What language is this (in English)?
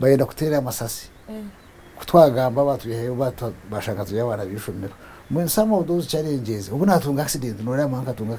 Nyankole